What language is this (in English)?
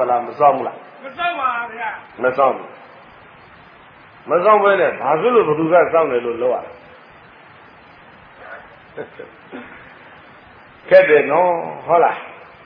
Burmese